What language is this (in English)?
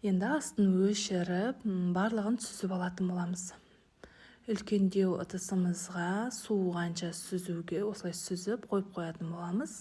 Kazakh